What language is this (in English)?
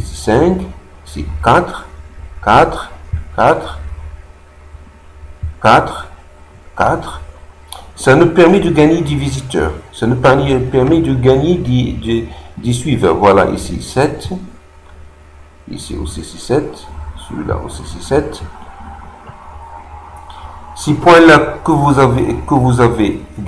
French